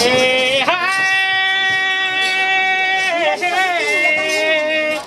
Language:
Ma'anyan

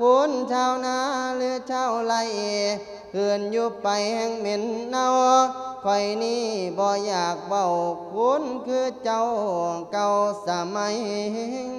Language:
Lao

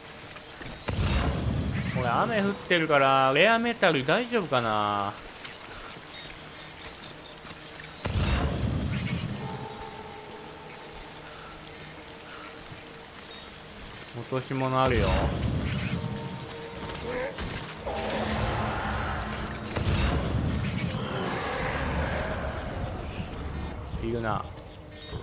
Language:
Japanese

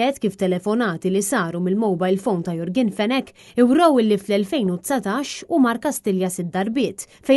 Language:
Maltese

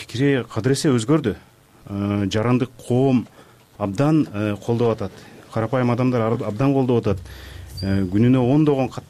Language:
Kyrgyz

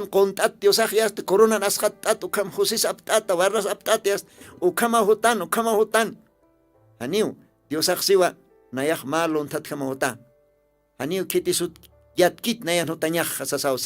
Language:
Aymara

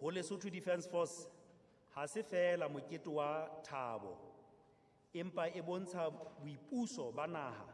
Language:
Southern Sotho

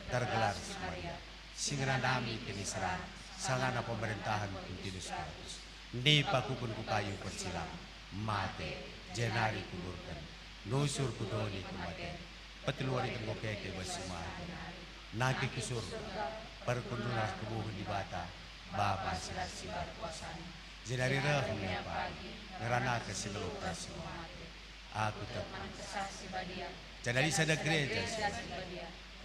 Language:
Batak Karo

